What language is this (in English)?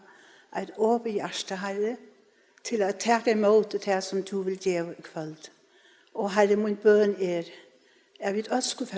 Faroese